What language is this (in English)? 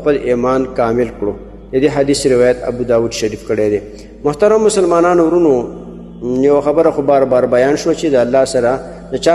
Pashto